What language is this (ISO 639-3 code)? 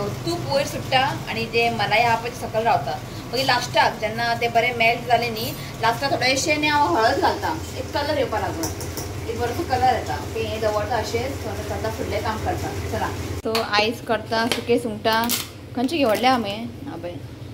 kok